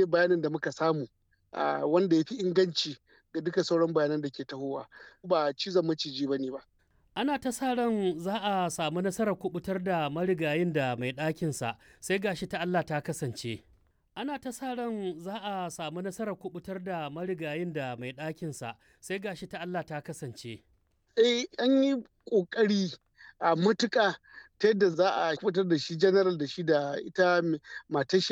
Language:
Hausa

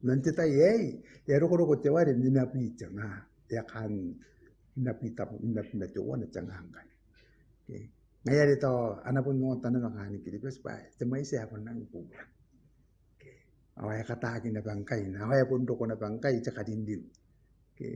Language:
Gilbertese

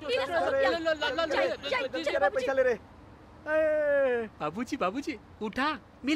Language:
Bhojpuri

